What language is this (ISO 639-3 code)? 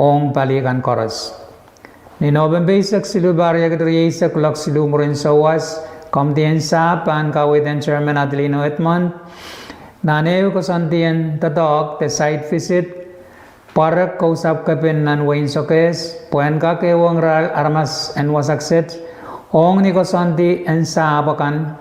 pon